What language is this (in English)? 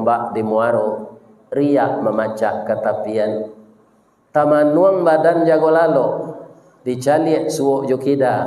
Minangkabau